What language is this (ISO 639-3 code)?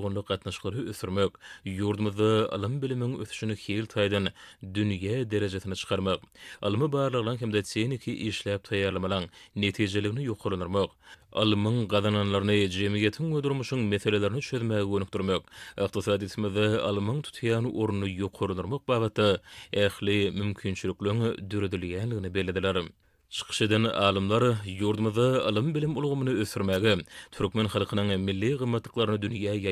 tuk